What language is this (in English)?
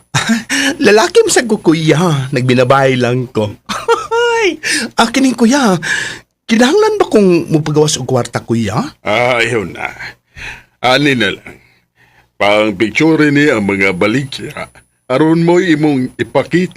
Cebuano